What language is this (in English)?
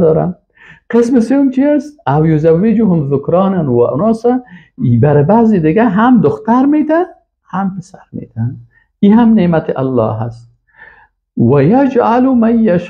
Persian